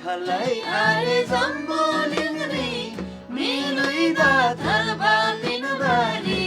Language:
Eastern Tamang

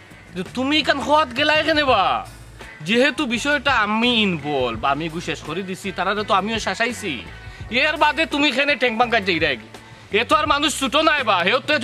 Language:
Sylheti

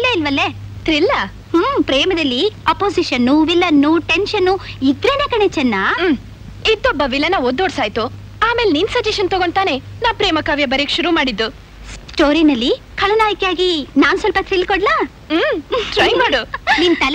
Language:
Kannada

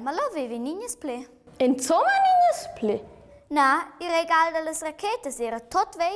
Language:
Romansh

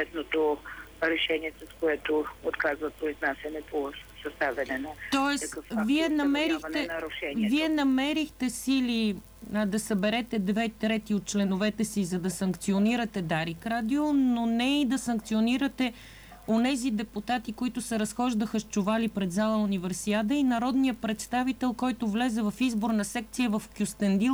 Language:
Bulgarian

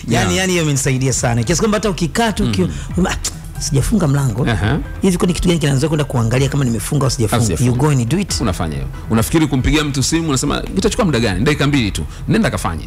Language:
Swahili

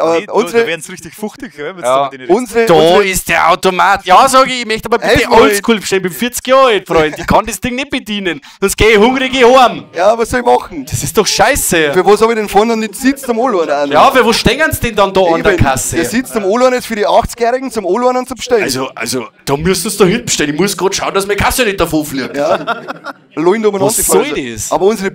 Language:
Bavarian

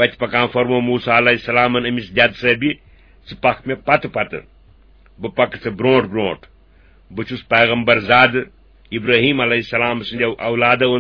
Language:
Kashmiri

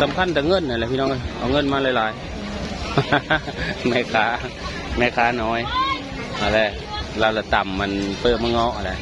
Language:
Northeastern Thai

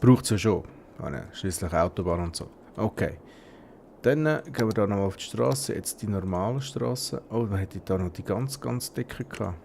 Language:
Swiss German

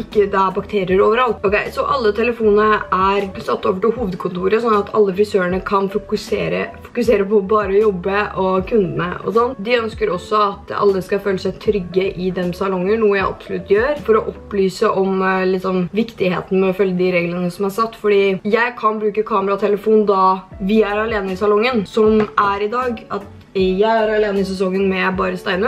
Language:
Norwegian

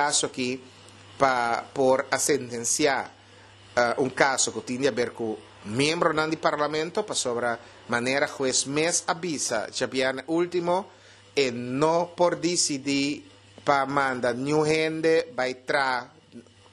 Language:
Papiamento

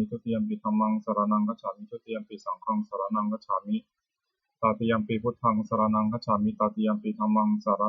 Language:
Pali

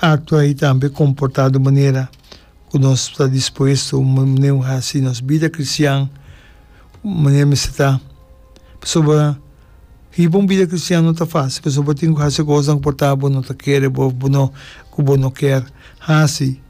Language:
Papiamento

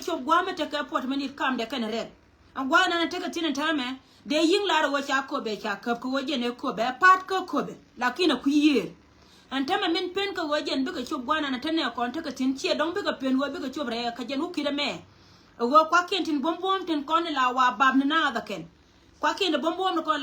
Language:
Nuer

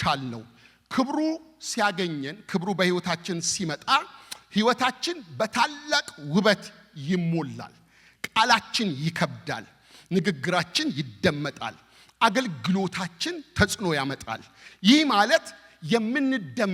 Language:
Amharic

